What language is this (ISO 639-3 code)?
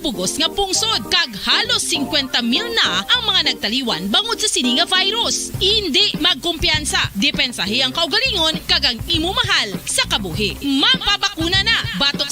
hil